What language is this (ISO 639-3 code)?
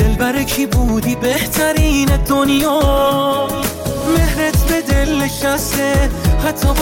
fas